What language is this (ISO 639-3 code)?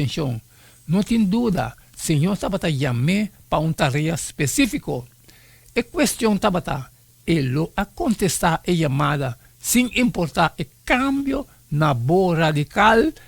pap